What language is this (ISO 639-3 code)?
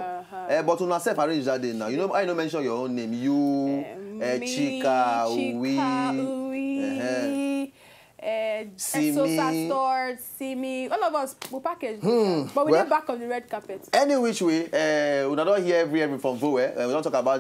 pcm